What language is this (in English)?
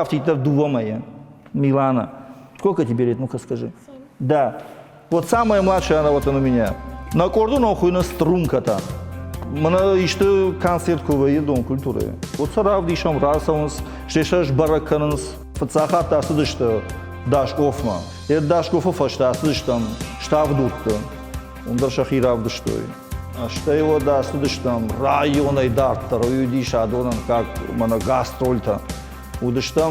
Ossetic